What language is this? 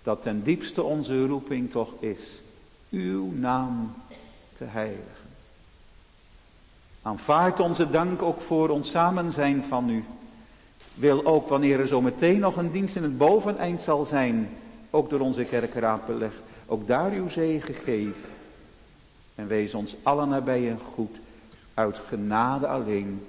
Dutch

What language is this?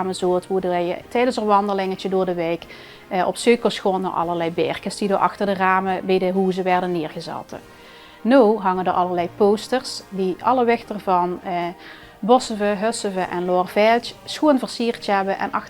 Limburgish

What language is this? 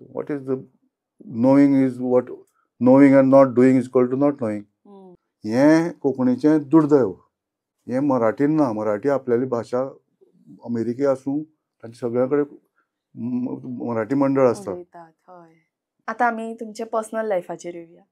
Konkani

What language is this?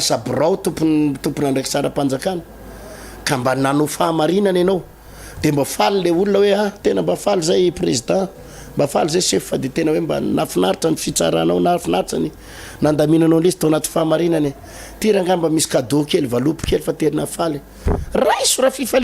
Malagasy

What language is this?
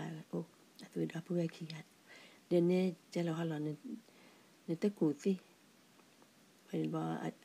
S'gaw Karen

